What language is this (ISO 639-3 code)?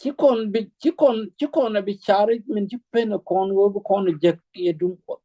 nus